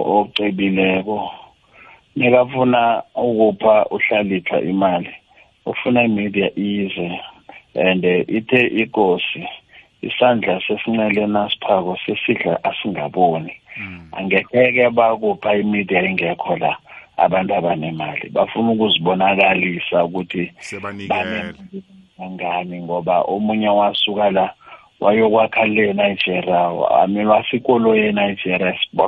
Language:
South Ndebele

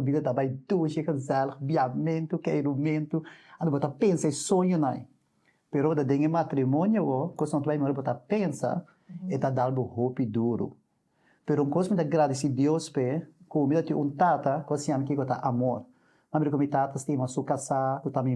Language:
Papiamento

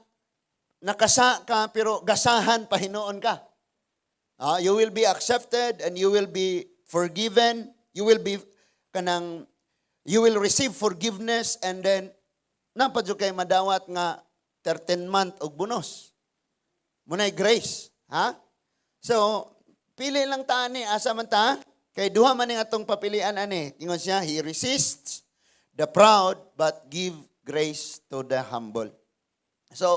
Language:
Cebuano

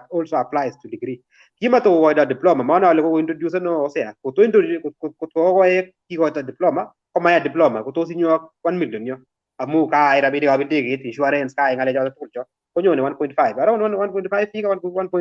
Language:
Kalenjin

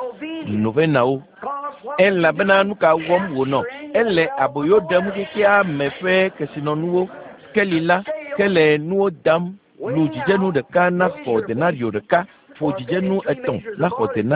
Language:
Ewe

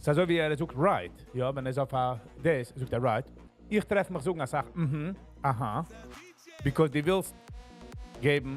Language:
Yiddish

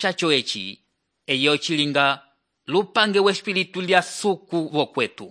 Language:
Umbundu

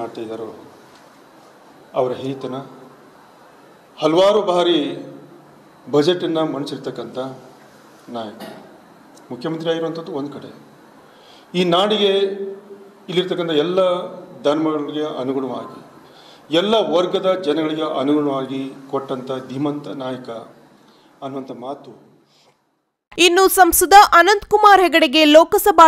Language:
Kannada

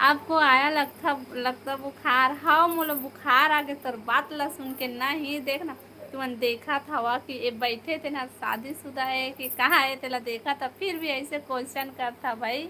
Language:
Chhattisgarhi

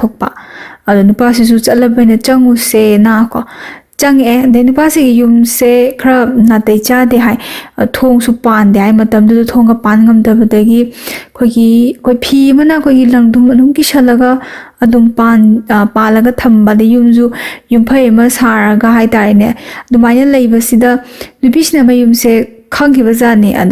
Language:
Manipuri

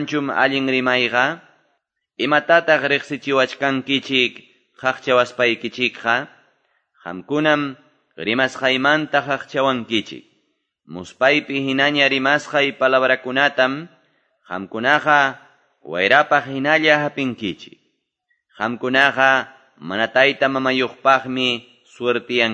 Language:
Quechua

